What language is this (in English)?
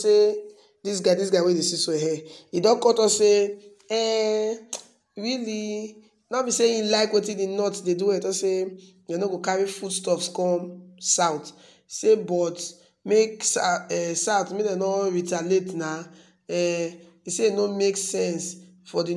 Nigerian Pidgin